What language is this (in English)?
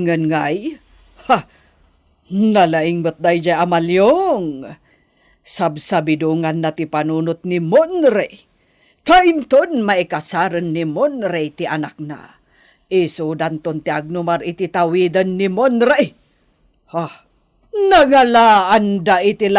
Iloko